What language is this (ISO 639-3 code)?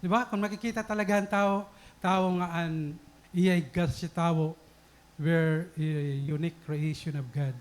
war